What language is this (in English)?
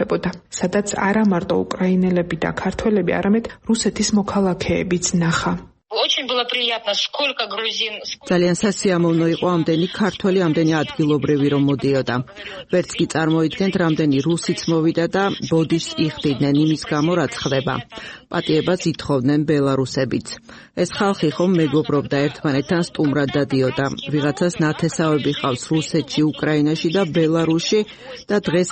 Georgian